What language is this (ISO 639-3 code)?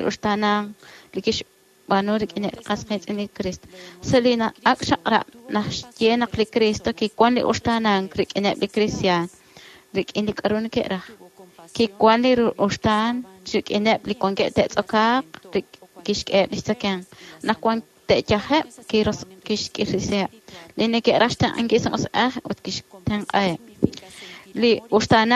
kek